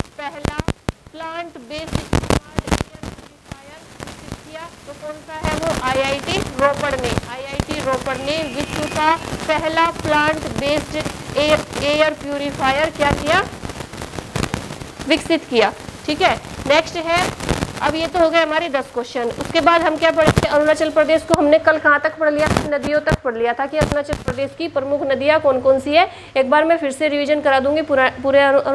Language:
Hindi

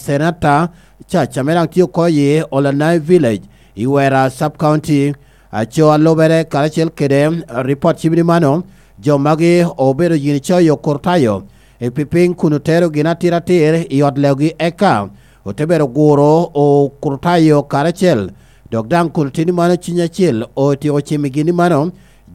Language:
Lango (Uganda)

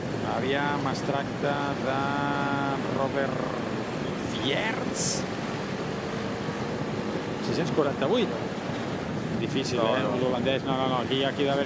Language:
Catalan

